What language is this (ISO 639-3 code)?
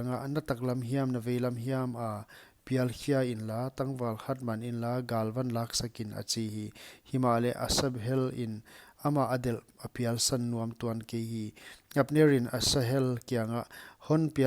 pck